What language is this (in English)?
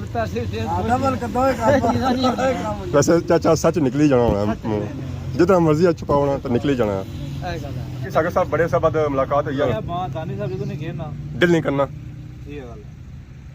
Pahari-Potwari